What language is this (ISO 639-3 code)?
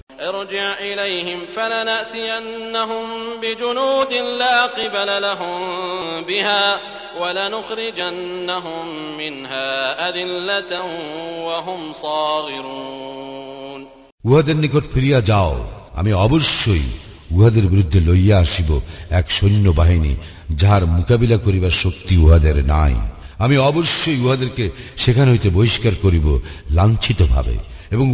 ben